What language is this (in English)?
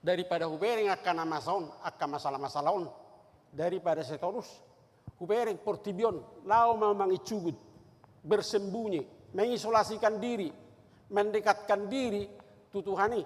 Batak Toba